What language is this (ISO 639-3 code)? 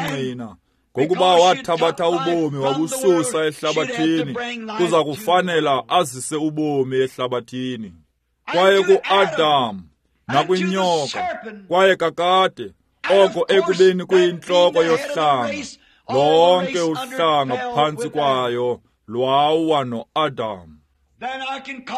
xho